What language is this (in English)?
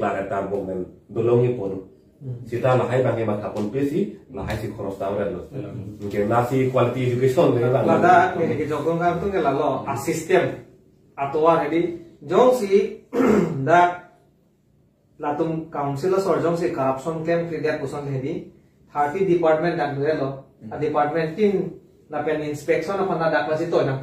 Karbi